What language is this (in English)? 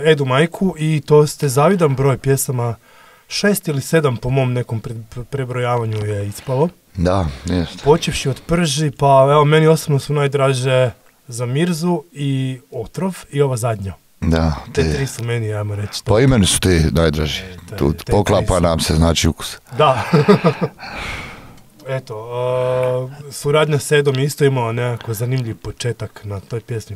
Croatian